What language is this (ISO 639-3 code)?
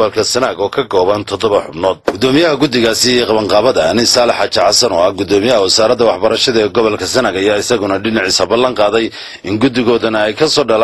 som